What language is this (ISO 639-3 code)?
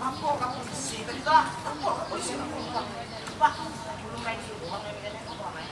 bjn